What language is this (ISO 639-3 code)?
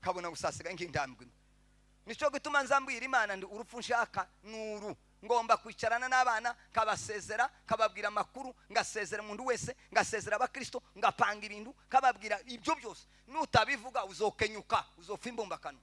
kin